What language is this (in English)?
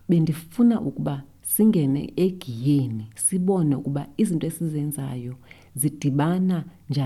Xhosa